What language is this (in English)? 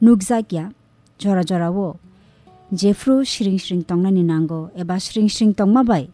Kok Borok